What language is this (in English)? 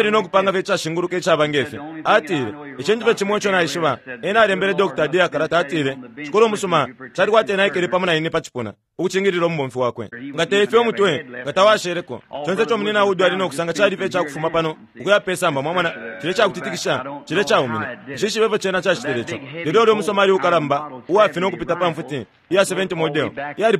Bemba